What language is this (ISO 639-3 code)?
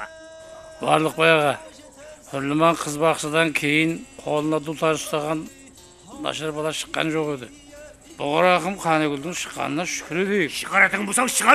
kaa